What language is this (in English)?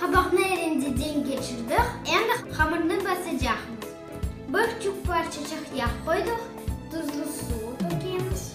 Crimean Tatar